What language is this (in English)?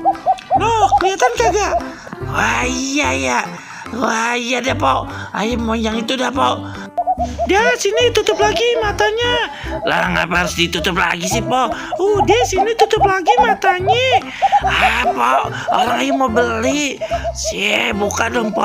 Betawi